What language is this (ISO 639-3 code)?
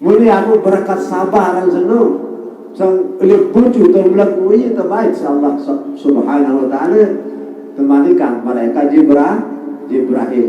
sas